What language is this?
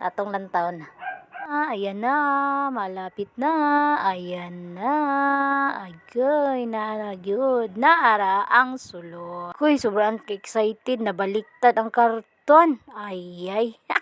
Cebuano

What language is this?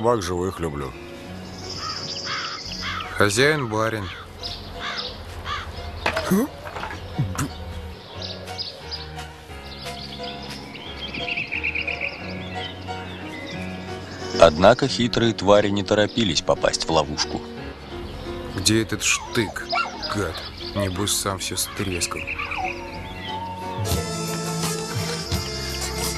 Russian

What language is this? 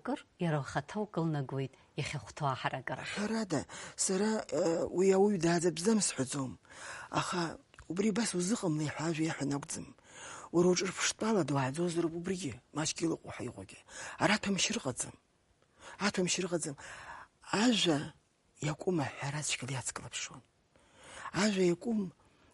Abkhazian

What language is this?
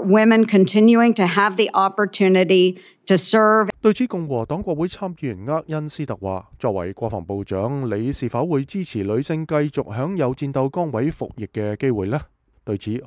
Cantonese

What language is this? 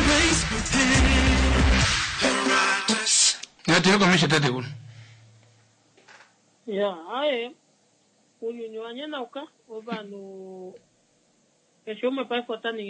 Swahili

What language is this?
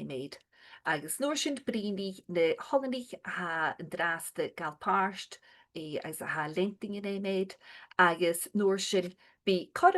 Scottish Gaelic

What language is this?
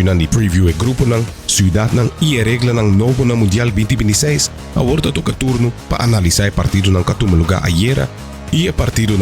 Papiamento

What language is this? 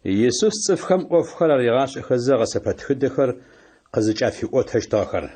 Adyghe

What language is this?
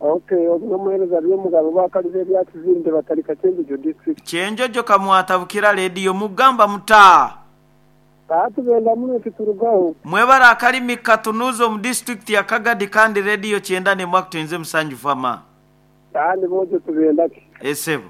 Nyoro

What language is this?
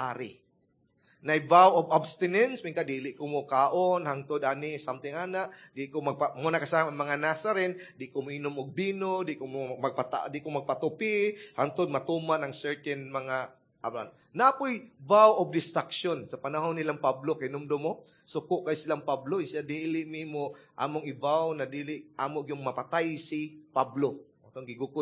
Cebuano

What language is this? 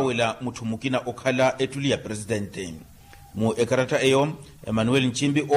Makhuwa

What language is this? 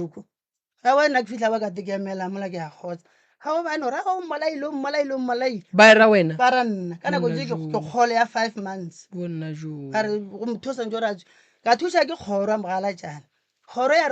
Northern Sotho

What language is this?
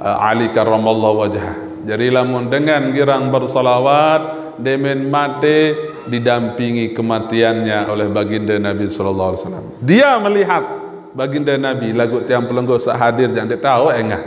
Sasak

